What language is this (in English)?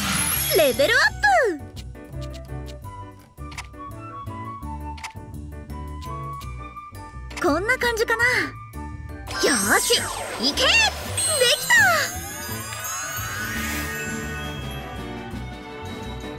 Japanese